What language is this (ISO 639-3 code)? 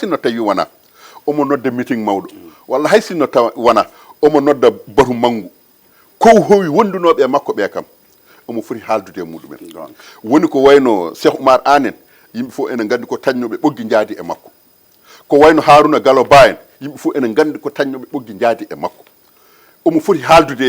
ful